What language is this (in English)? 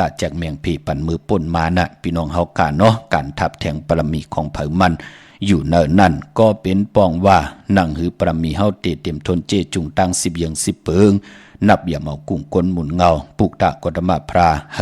Shan